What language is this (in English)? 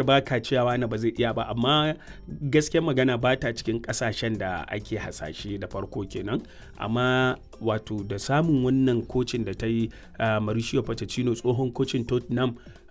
Hausa